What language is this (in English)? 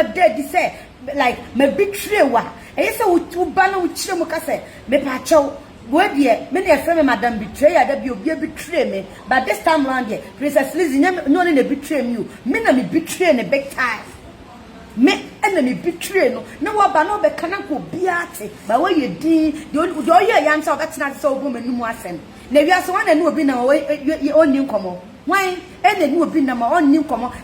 Akan